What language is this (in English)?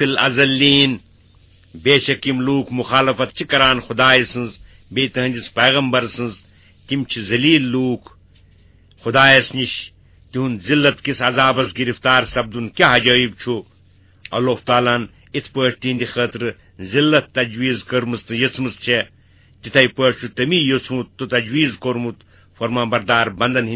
Kashmiri